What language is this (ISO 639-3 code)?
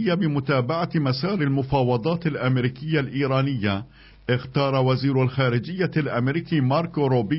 ara